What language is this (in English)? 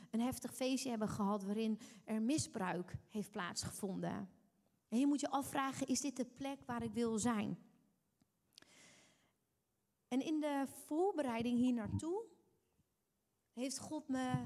Dutch